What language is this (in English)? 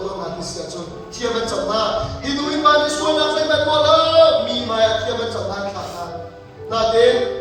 Hakha Chin